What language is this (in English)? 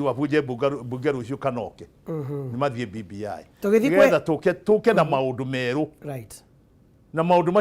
Kikuyu